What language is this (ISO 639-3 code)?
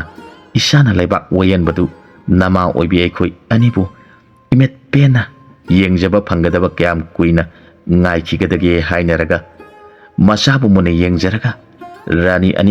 mni